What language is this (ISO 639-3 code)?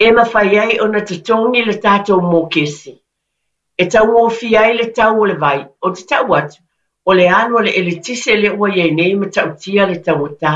smo